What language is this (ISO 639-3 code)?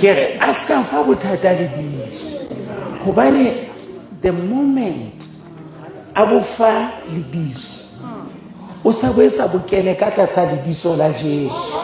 sot